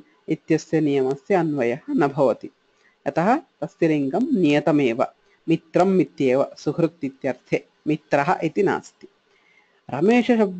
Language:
Sanskrit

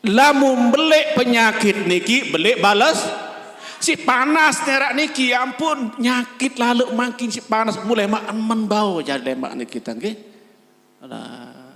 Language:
Sasak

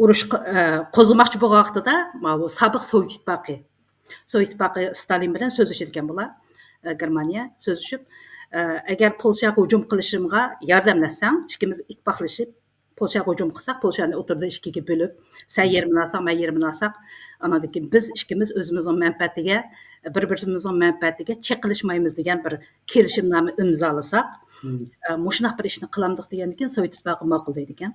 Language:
Uyghur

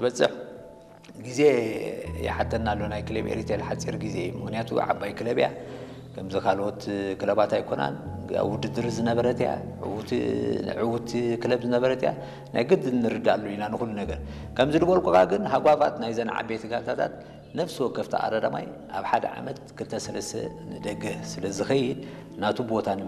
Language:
Tigrinya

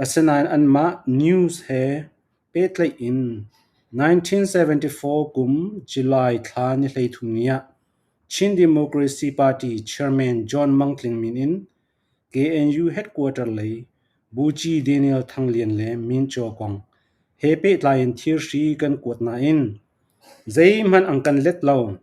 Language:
Falam Chin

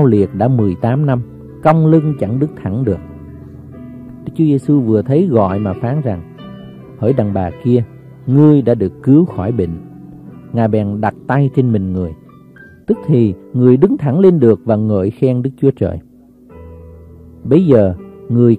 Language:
Vietnamese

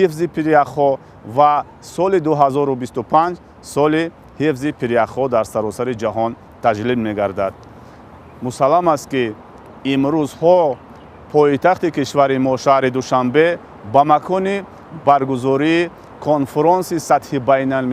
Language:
Tajik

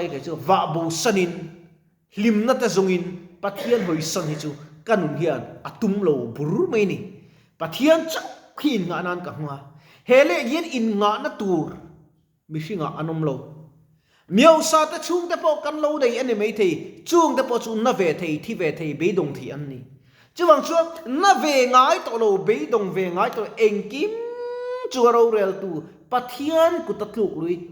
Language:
Mizo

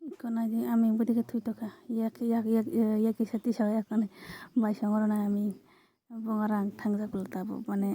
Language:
Kok Borok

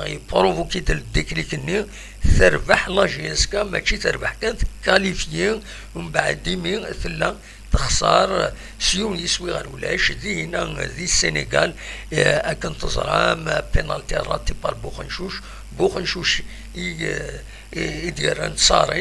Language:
Kabyle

